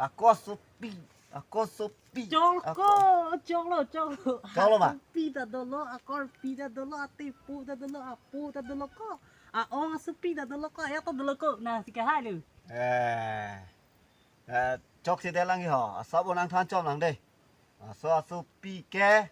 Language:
Karbi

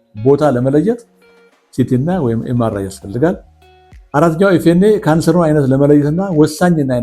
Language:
Amharic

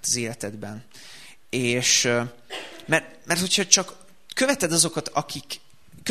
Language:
Hungarian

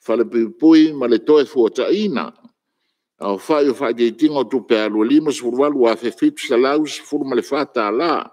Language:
Samoan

